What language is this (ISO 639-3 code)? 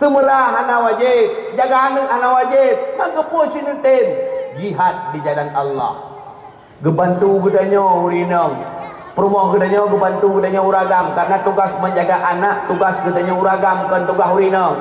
ace